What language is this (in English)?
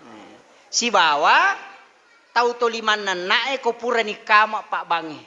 Buginese